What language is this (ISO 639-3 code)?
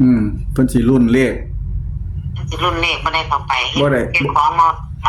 tts